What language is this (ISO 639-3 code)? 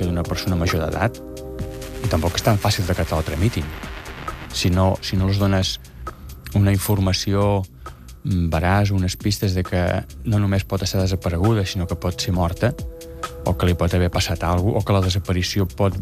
cat